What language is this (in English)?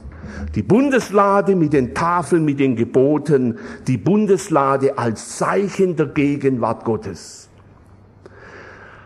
German